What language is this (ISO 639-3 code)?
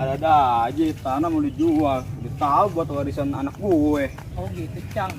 bew